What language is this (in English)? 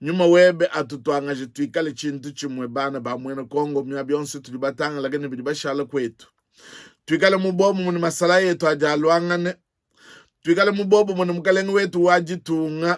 Luba-Lulua